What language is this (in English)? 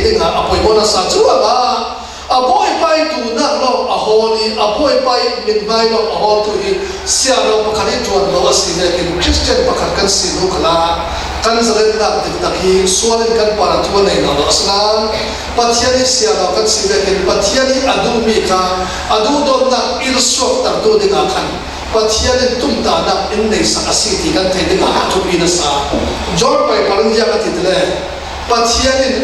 Falam Chin